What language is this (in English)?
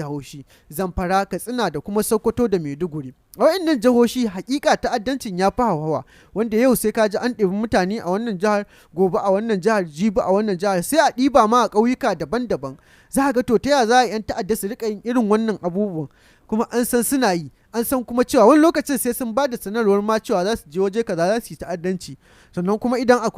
Hausa